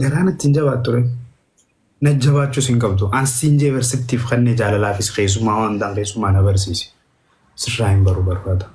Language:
Oromo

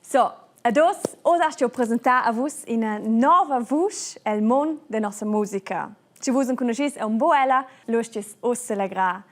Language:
Romansh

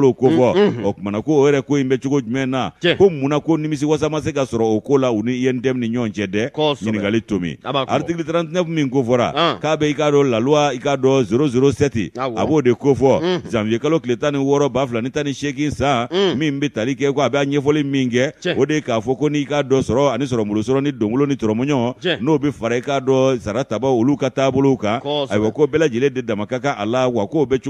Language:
Bambara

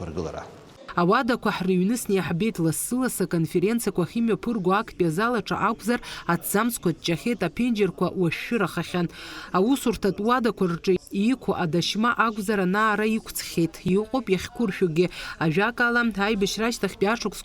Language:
Abkhazian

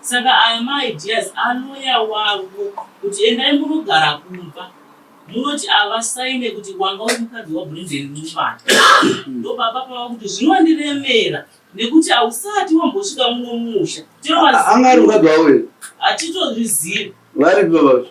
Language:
Shona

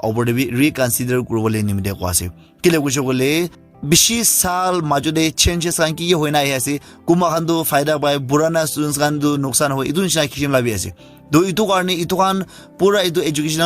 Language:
Naga Pidgin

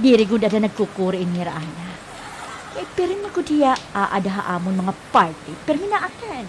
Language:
Waray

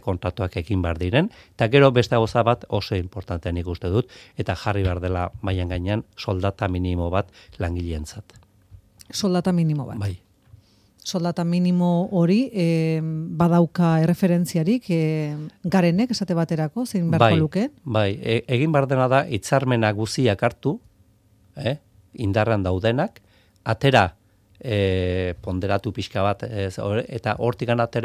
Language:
Basque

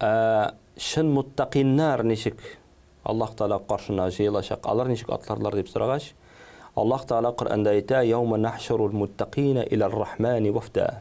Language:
Tatar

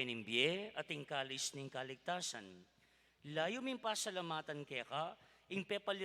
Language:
Pampanga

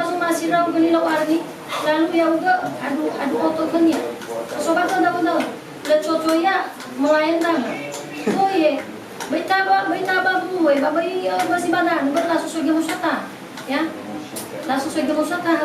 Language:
Nias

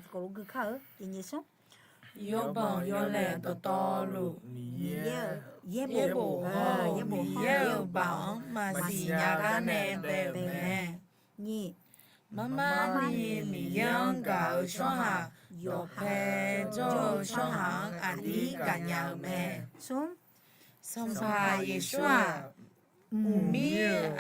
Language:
Akha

